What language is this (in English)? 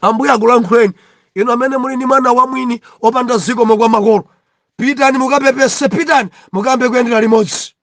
Nyanja